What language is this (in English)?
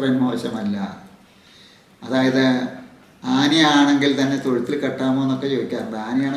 Malayalam